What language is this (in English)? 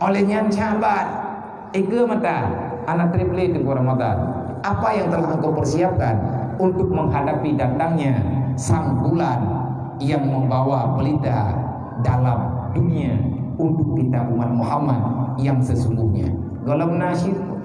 Achinese